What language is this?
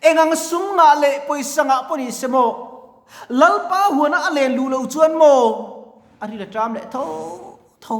Mizo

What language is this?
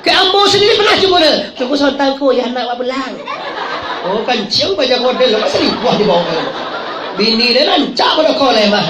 Minangkabau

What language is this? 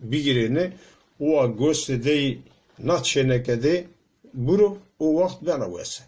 Zaza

